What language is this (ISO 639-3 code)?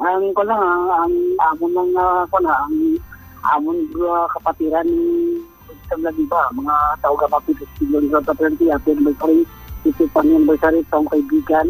hil